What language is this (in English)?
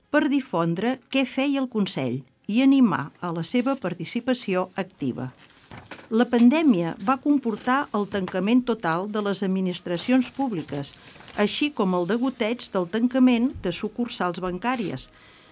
Catalan